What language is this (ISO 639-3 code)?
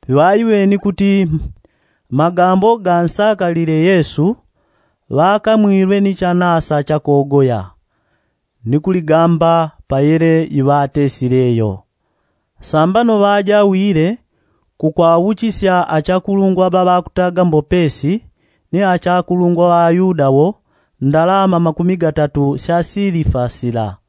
yao